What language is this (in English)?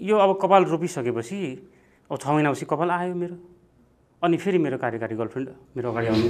Nepali